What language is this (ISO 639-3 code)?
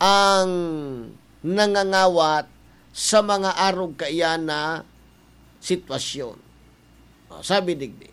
bik